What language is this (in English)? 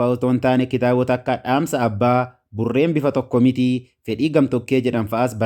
Oromo